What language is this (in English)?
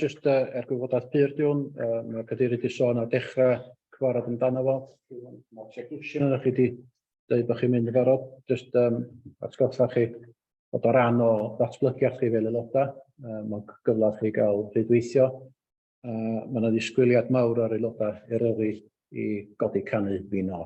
Welsh